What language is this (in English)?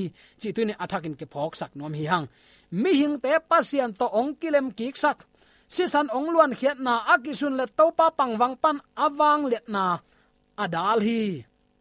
Tedim Chin